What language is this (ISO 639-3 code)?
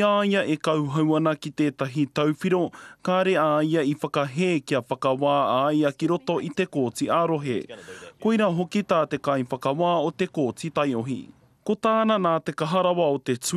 mri